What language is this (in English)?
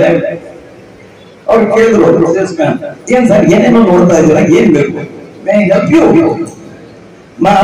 Kannada